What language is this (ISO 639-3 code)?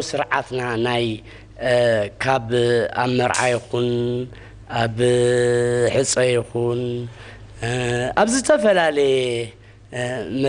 tir